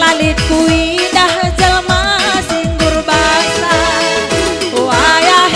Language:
Batak Karo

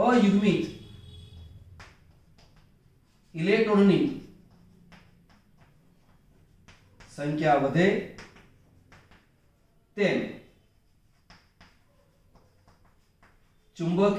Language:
Gujarati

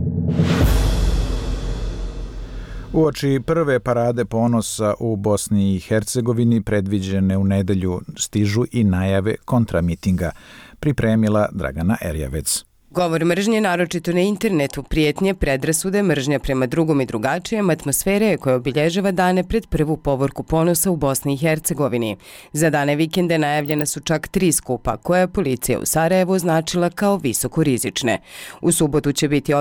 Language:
Bosnian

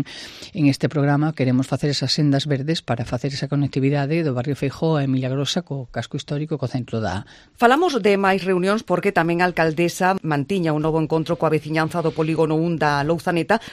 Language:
Galician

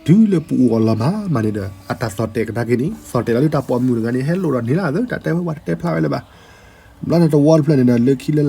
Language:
S'gaw Karen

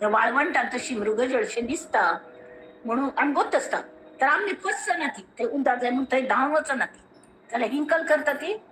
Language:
Konkani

